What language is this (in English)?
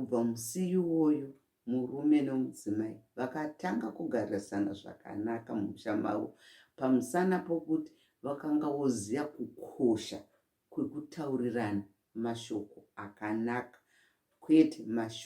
Shona